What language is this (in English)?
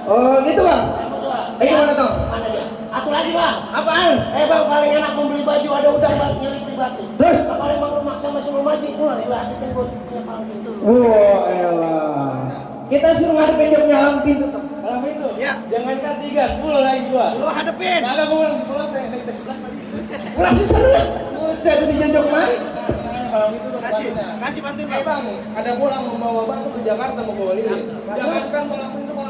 Betawi